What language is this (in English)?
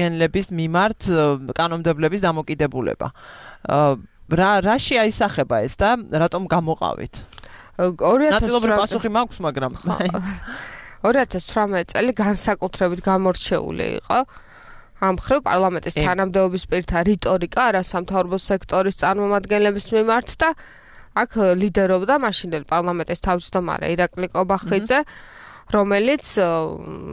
Georgian